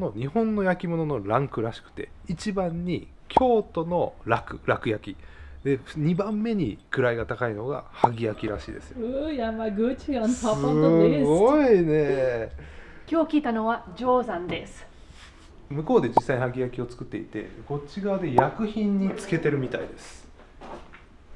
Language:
Japanese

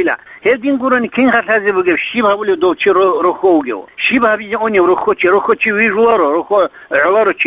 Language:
Avaric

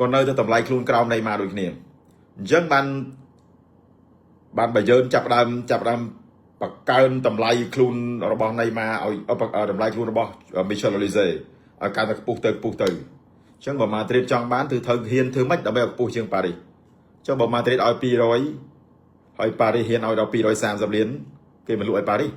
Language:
Khmer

